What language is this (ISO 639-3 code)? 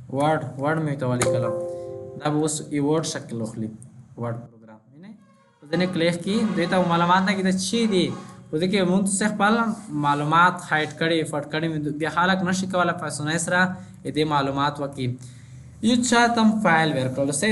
pus